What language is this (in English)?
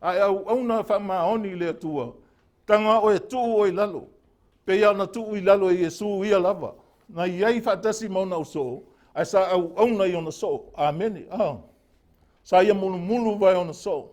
Samoan